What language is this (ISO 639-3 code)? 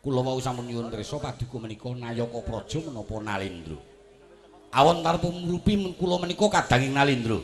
jav